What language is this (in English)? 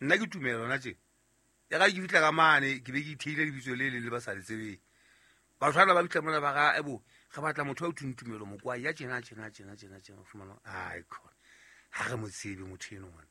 Southern Sotho